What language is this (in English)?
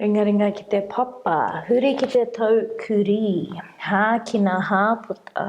Māori